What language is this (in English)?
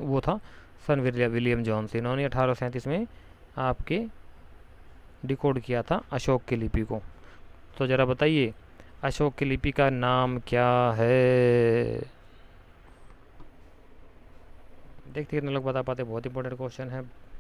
Hindi